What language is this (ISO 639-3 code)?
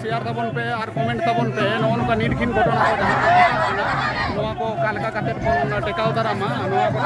sat